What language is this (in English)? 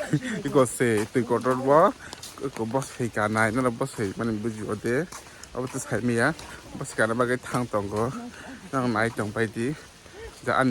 Kok Borok